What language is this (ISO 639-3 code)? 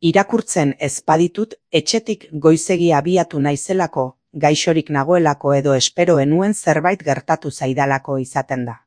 eus